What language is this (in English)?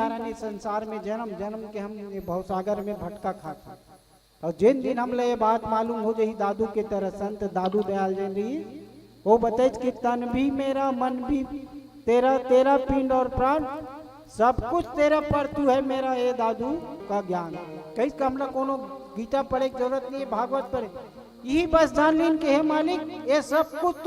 Chhattisgarhi